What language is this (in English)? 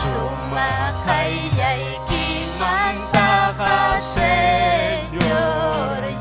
Ayacucho Quechua